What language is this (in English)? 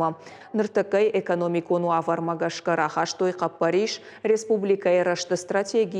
Ossetic